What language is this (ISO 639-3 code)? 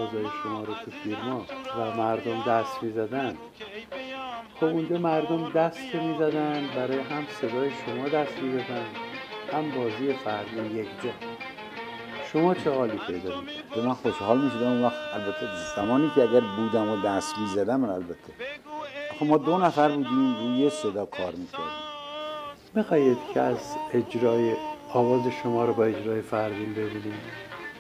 fas